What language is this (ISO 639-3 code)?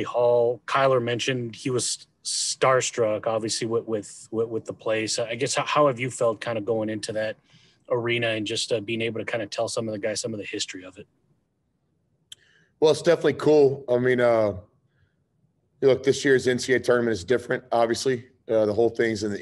eng